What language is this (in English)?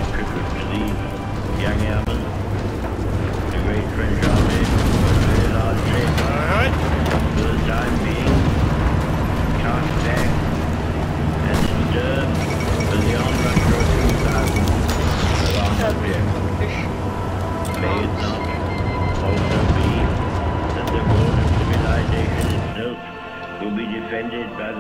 English